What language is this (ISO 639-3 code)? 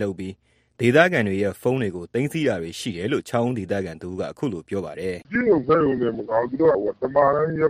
mya